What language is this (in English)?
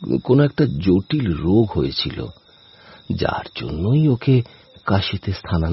Bangla